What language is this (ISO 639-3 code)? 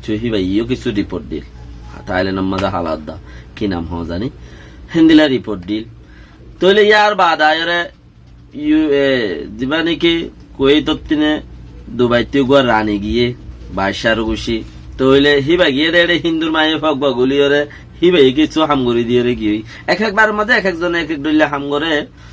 rhg